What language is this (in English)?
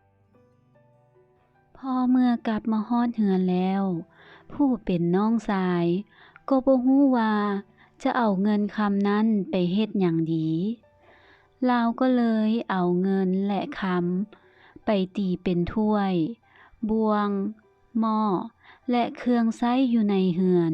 Lao